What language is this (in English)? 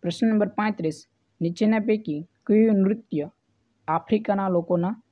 Gujarati